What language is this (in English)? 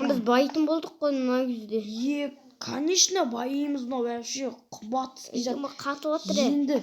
Kazakh